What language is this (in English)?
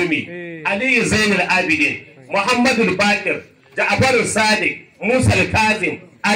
Hausa